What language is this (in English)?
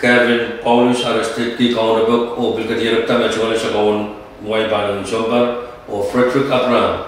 Pohnpeian